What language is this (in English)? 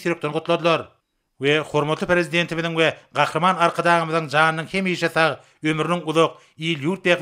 Turkmen